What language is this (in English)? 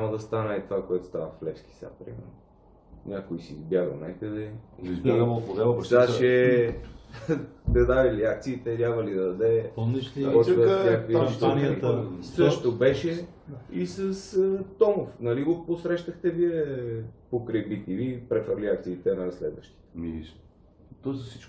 Bulgarian